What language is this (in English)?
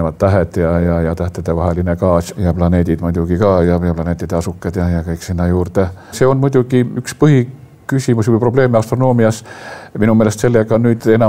Estonian